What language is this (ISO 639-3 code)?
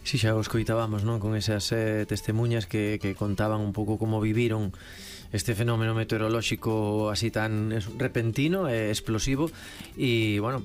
glg